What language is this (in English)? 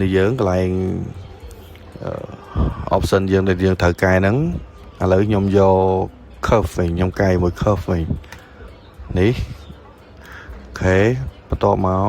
Khmer